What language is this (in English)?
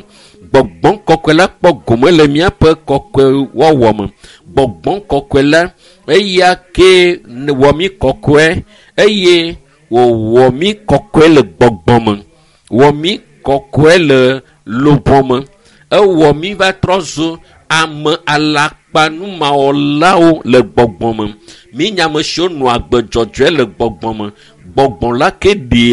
Ewe